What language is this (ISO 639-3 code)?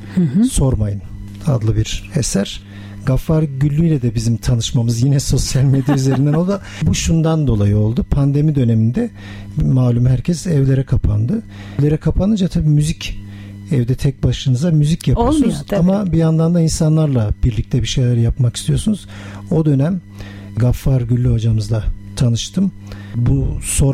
tur